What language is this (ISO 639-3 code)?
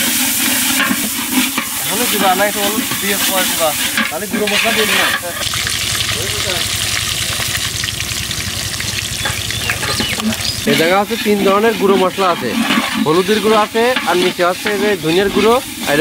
ben